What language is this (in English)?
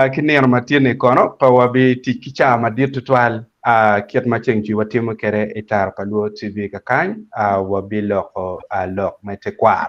Acoli